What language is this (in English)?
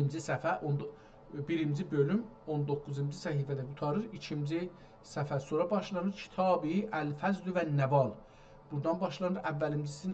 South Azerbaijani